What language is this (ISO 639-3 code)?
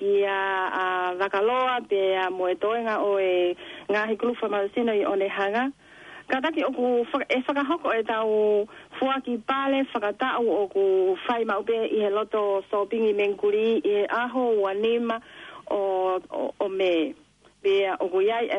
ton